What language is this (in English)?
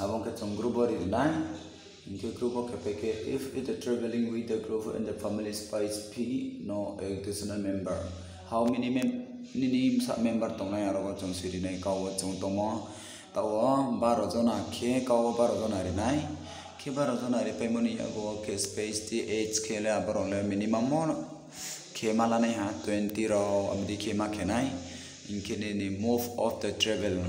Riang (India)